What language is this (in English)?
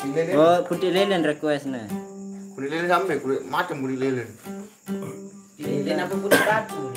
Sasak